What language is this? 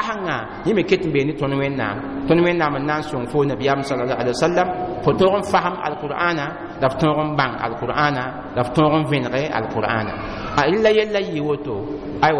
Mossi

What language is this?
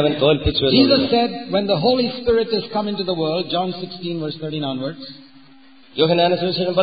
Malayalam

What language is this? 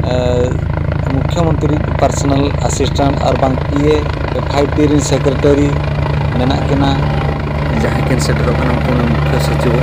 Santali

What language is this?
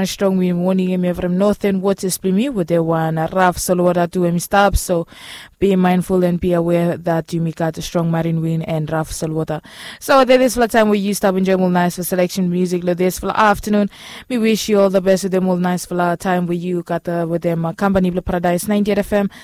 Bislama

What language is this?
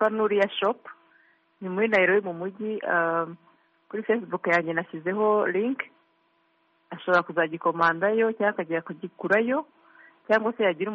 Kinyarwanda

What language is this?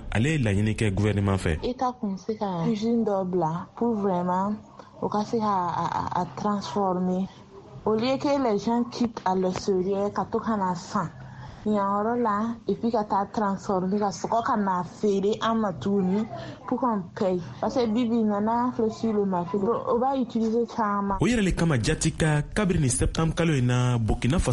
Bambara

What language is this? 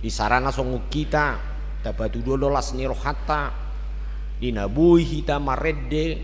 Batak Toba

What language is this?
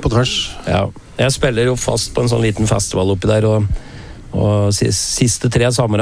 Norwegian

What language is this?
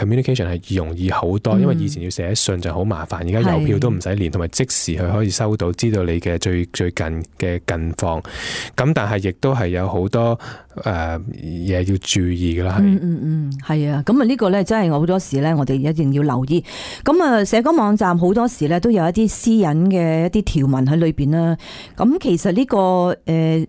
Cantonese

